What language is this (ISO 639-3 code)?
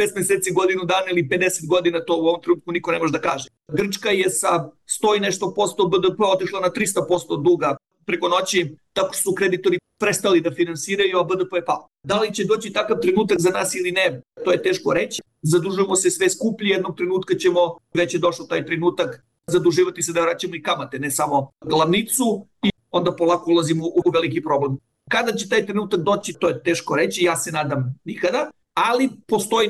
srp